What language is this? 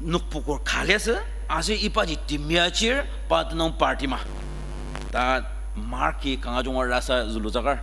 Ao Naga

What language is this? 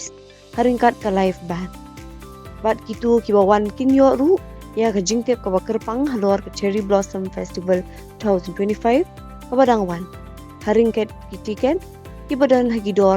Khasi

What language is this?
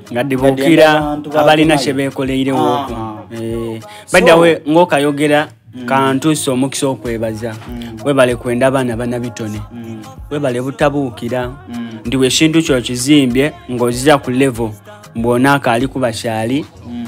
Soga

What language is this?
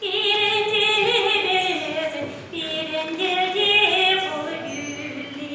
Chuvash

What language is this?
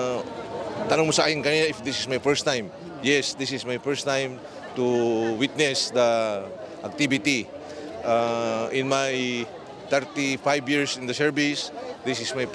Bikol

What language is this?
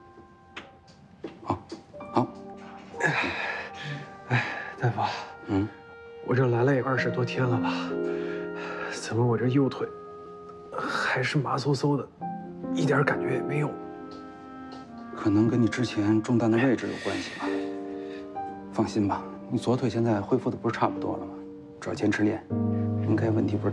Chinese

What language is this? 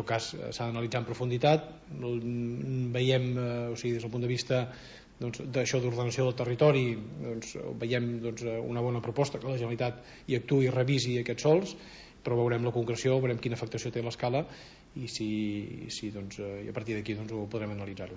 Catalan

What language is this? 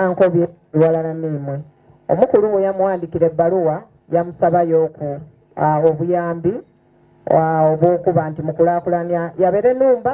Soga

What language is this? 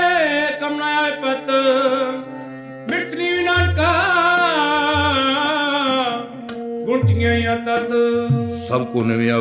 Punjabi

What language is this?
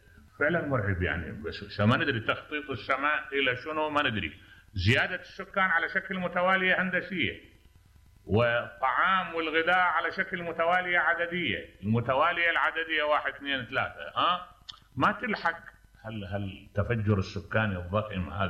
Mesopotamian Arabic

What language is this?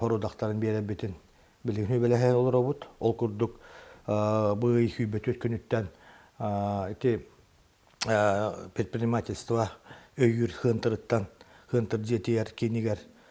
Yakut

